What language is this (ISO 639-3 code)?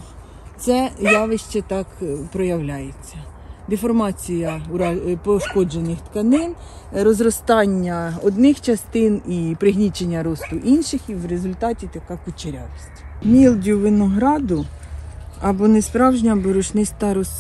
ukr